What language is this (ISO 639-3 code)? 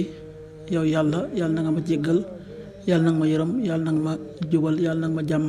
wol